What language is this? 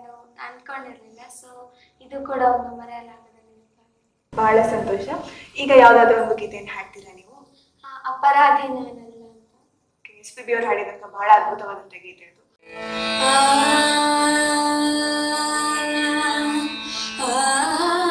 Kannada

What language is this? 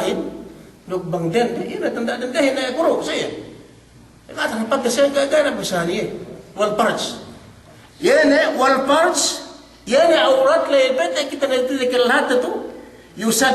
Yakan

